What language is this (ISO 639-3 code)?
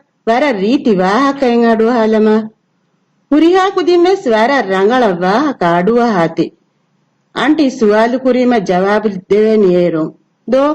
div